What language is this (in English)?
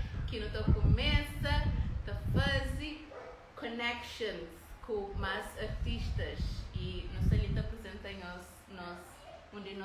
Kabuverdianu